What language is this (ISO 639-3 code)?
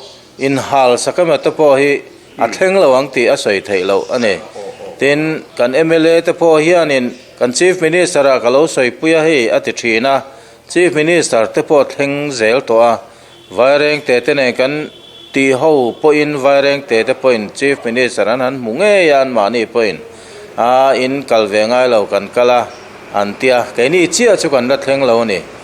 lus